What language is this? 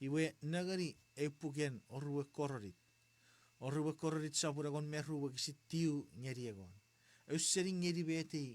Chuukese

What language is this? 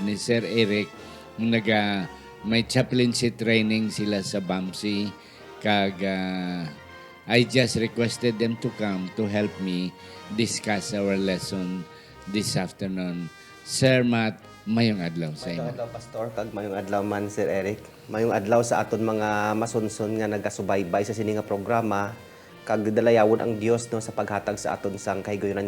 Hiligaynon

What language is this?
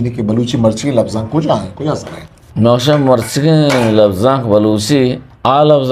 Eastern Balochi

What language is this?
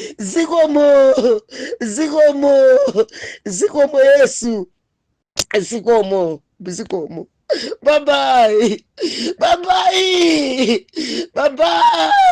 Nyanja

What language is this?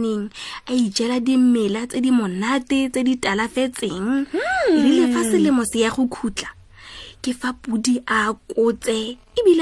Tswana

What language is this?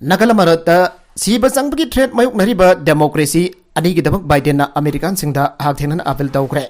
Manipuri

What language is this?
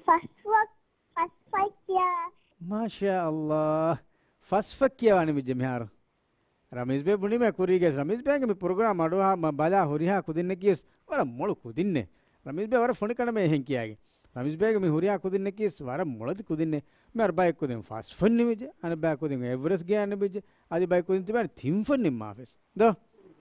Divehi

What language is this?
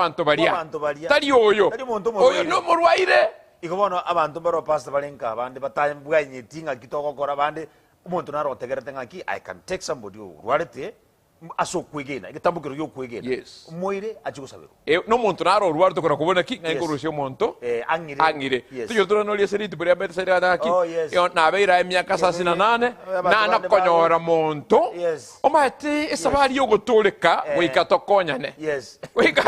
Gusii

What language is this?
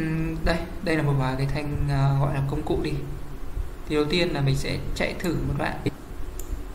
Vietnamese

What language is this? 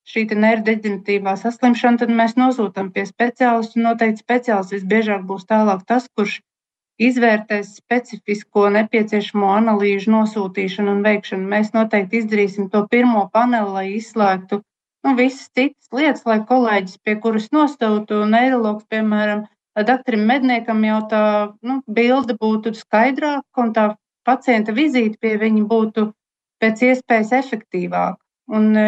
Latvian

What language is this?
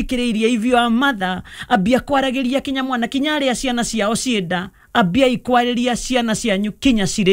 Kikuyu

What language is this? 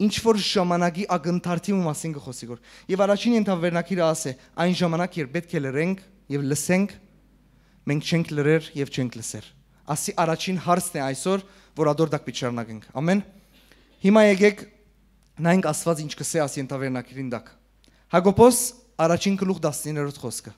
Western Armenian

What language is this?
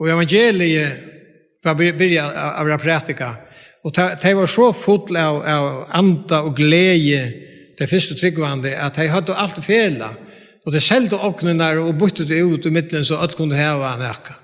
Faroese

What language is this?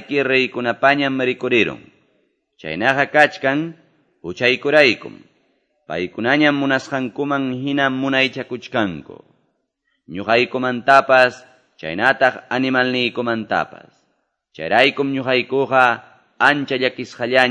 Ayacucho Quechua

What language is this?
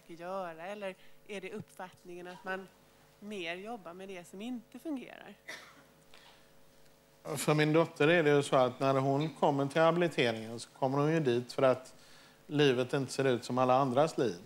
Swedish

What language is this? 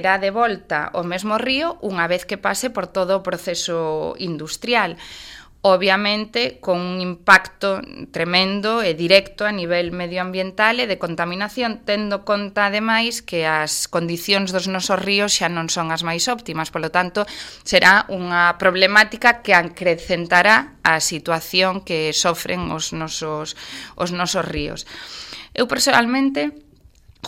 Galician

